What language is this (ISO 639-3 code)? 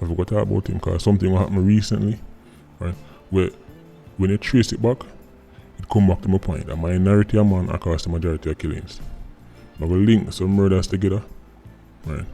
jam